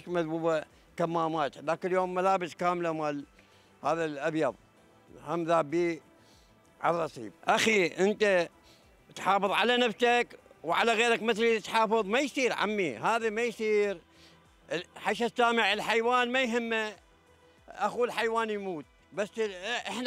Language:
Mesopotamian Arabic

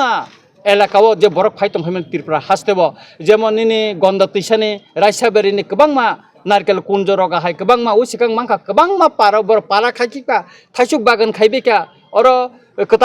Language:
Kok Borok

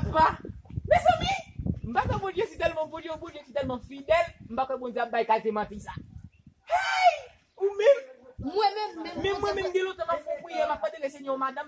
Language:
Haitian Creole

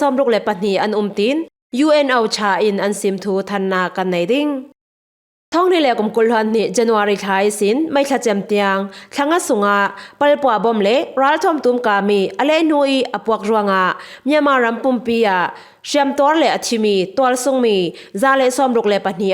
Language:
Falam Chin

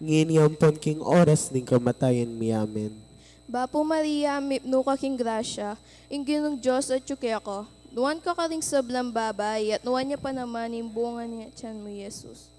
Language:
Pampanga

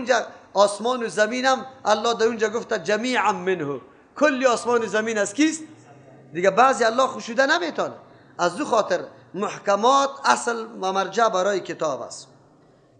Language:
Persian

